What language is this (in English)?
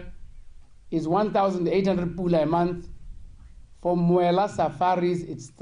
Tswana